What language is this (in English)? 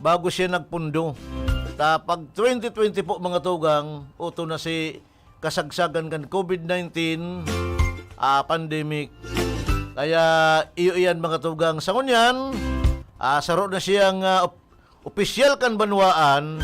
Bikol